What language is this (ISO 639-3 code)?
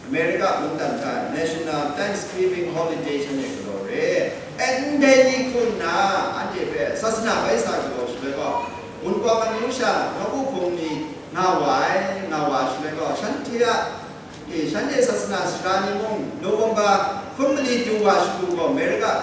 kac